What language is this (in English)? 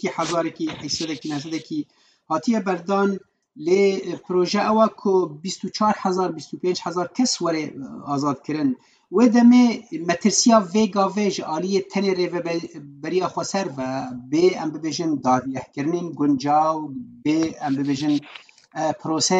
Kurdish